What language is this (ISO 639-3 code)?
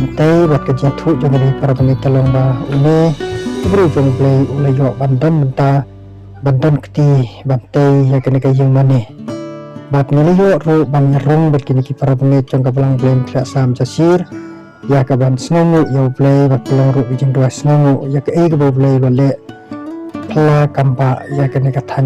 kha